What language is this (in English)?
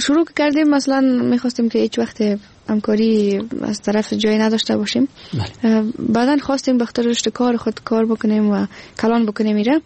Persian